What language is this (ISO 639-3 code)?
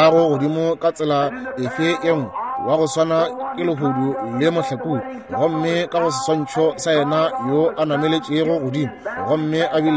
nso